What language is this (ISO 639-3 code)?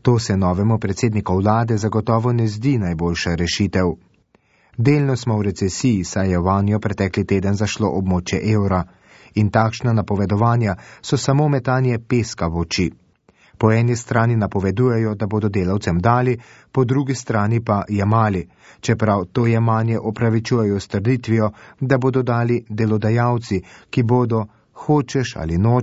slv